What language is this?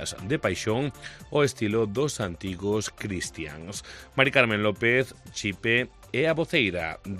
Galician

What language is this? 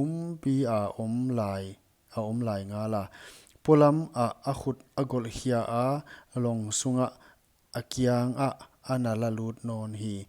Paite Chin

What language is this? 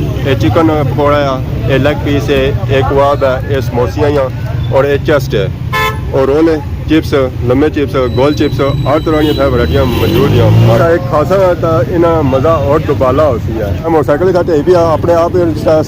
Pahari-Potwari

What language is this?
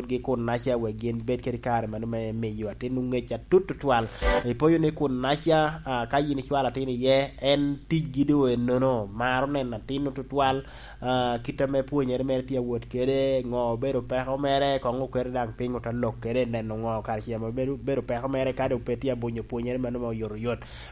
Lango (Uganda)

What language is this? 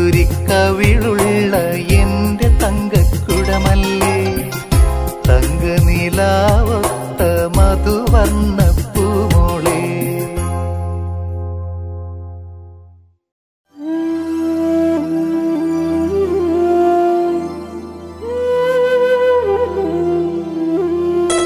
Malayalam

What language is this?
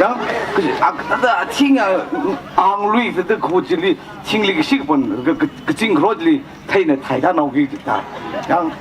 Tangkhul Naga (India)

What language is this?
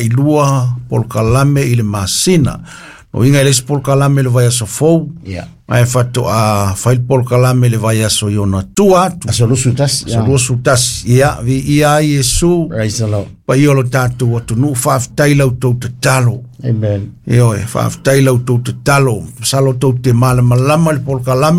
Samoan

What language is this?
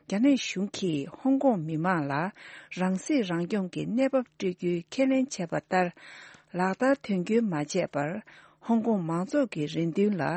Tibetan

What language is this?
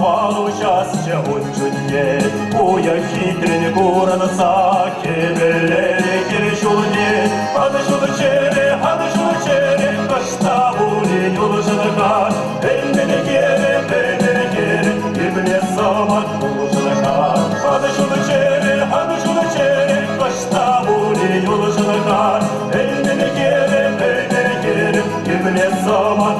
Chuvash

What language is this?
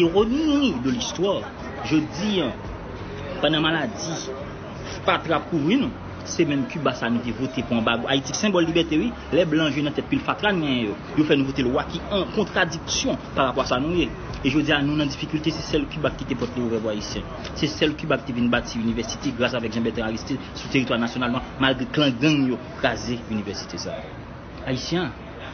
Haitian Creole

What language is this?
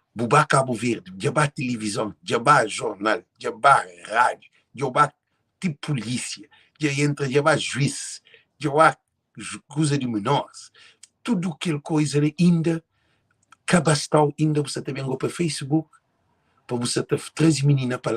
Kabuverdianu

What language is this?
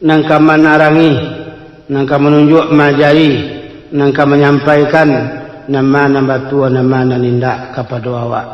Minangkabau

